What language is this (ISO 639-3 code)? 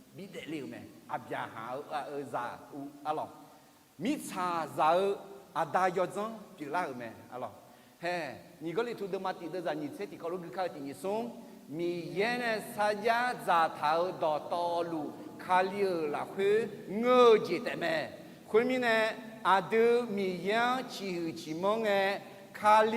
ahk